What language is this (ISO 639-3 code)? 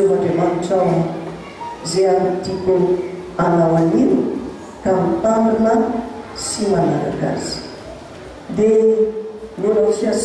mlg